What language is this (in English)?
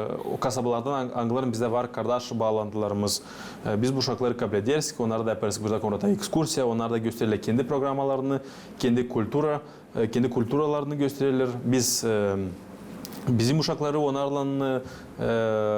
Gagauz